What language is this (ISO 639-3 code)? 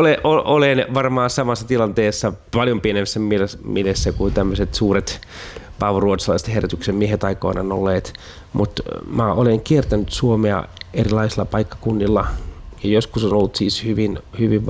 fin